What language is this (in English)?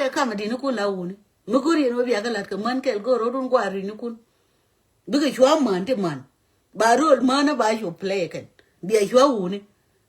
Nuer